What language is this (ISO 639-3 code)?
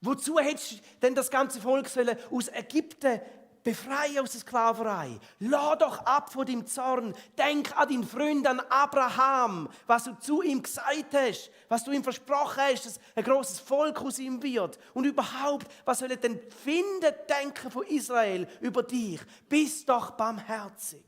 gsw